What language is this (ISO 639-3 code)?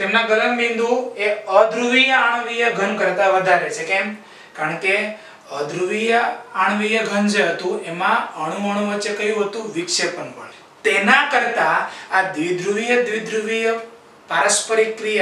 guj